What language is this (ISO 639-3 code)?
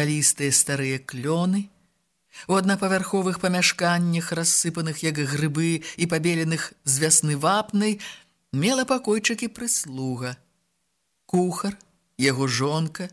bel